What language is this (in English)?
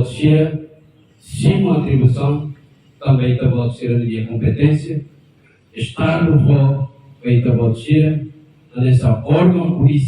Tetum